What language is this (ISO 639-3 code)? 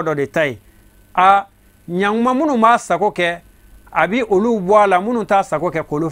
bam